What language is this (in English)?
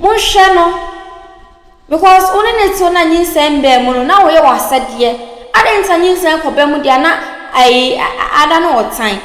Akan